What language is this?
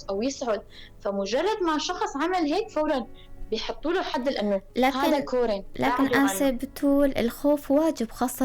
North Levantine Arabic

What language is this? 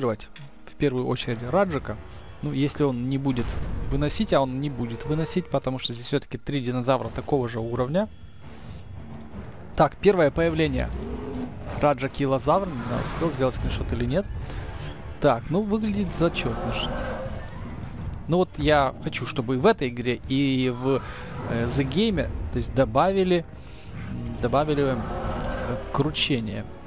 Russian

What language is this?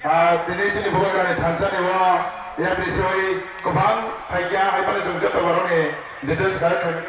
Kok Borok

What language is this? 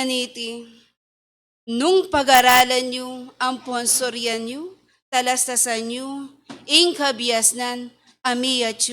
Pampanga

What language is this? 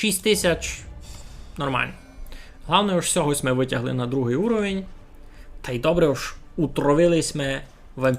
Rusyn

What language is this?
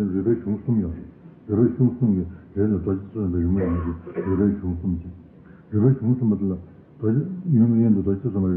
Tibetan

